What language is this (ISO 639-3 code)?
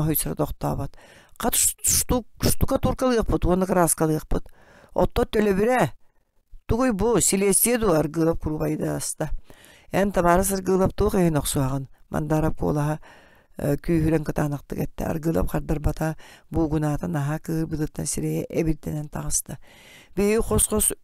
sah